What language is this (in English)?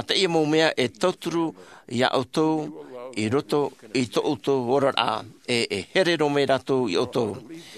Tahitian